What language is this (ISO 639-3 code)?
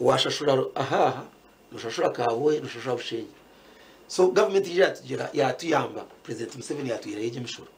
nyn